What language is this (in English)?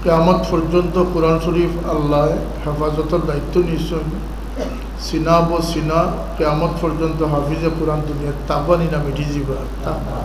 Sylheti